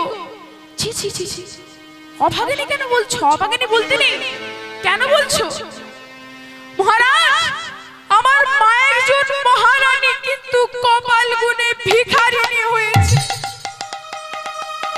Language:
Bangla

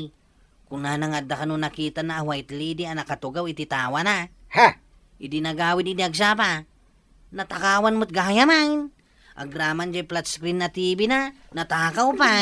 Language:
Iloko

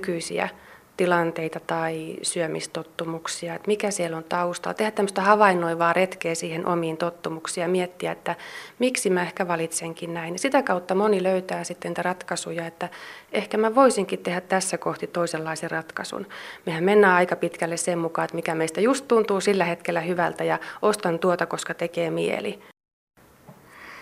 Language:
Finnish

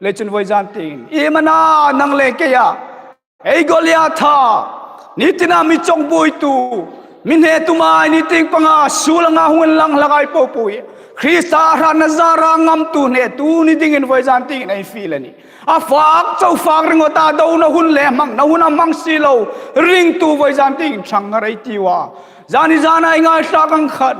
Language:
Hmar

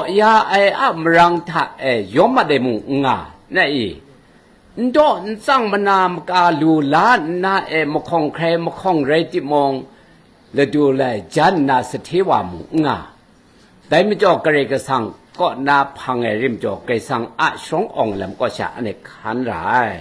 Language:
Kachin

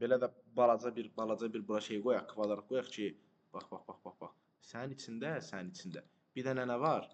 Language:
Azerbaijani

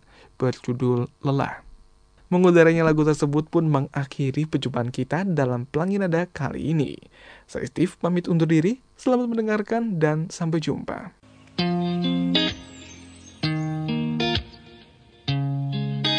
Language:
Indonesian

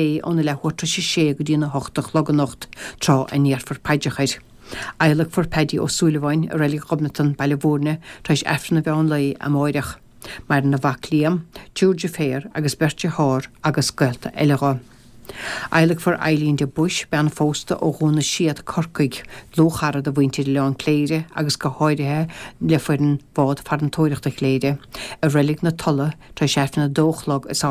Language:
Irish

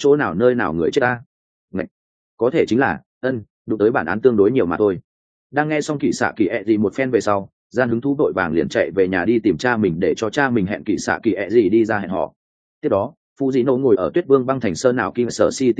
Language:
Vietnamese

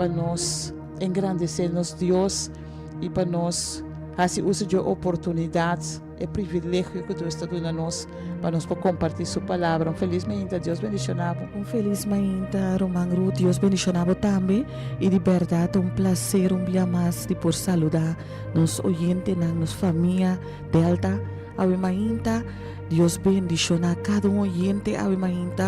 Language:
Papiamento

